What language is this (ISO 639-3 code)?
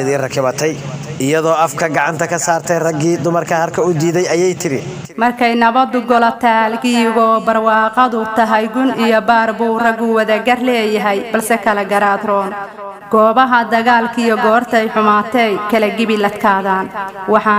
som